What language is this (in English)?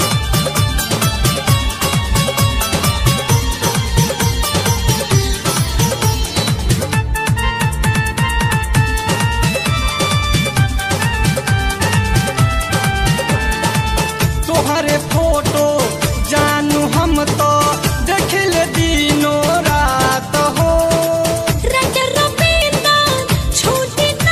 Bhojpuri